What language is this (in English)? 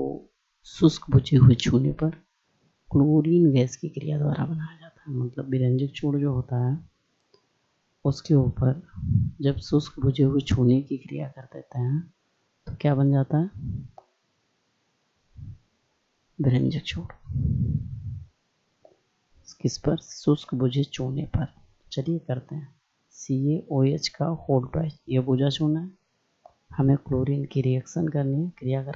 Hindi